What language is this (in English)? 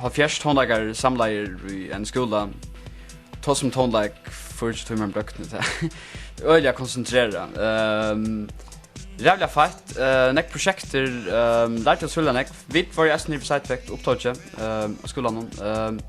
Faroese